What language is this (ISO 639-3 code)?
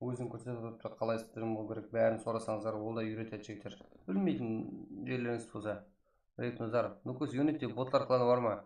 kaa